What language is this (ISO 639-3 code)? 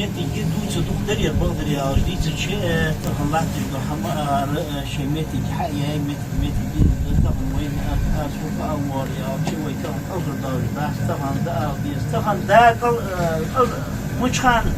inh